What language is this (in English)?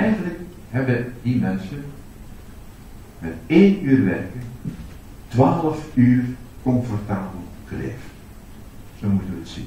Dutch